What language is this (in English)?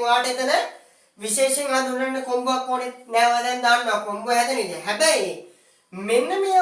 Sinhala